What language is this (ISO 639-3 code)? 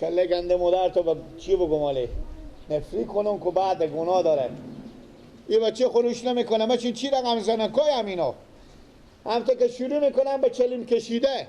fas